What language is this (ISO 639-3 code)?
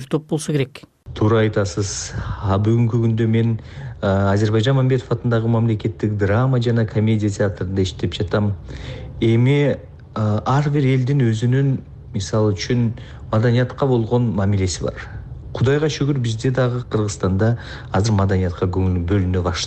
kir